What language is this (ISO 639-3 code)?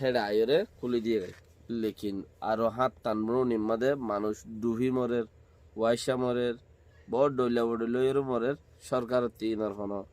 rhg